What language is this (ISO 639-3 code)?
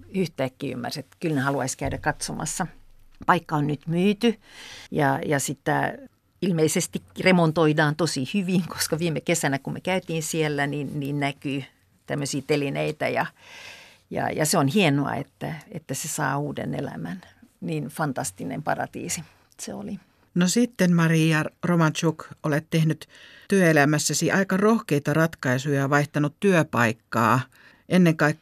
fin